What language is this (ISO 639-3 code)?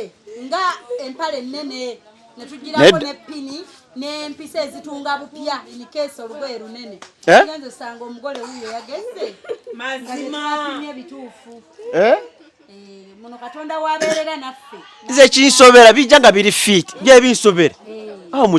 lug